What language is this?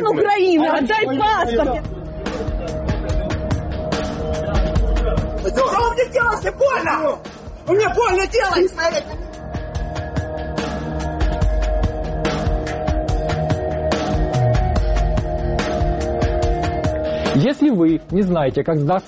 Russian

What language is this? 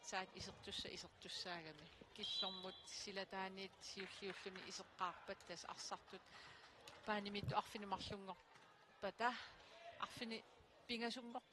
Kalaallisut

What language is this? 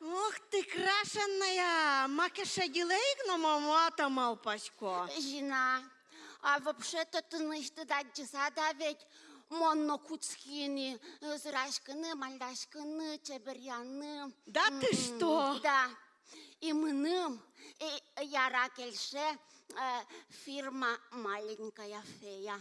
Udmurt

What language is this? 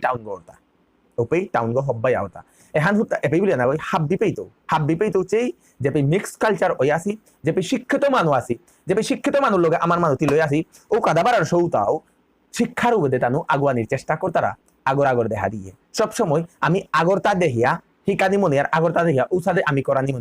Bishnupriya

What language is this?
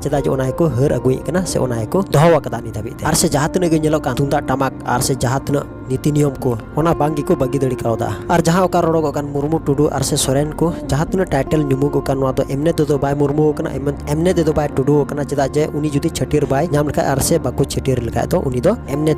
Santali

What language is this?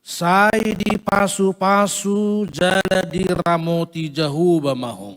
Batak Toba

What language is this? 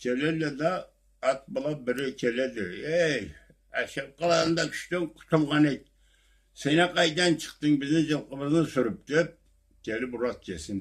Karachay-Balkar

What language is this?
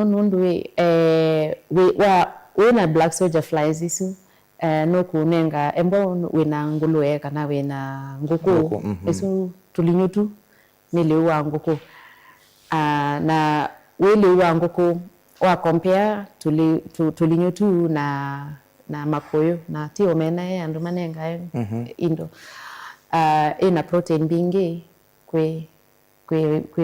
Kamba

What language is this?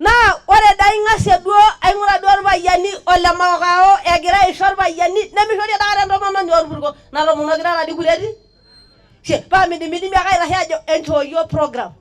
Masai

